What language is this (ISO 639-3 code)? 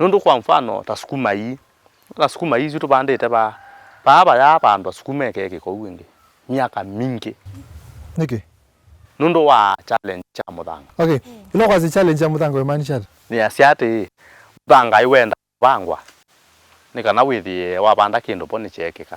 kam